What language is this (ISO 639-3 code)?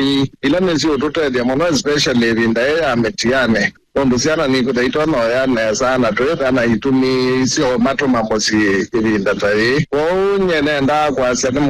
kam